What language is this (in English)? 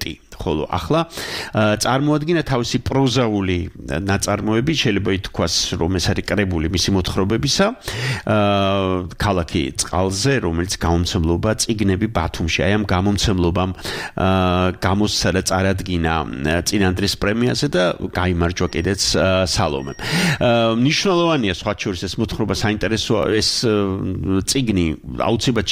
Georgian